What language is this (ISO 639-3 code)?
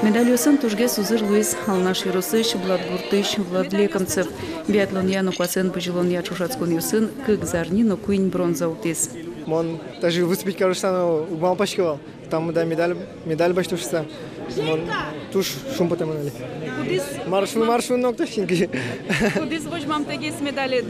udm